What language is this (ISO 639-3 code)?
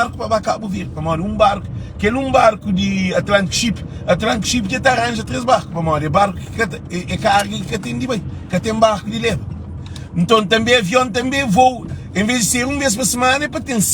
kea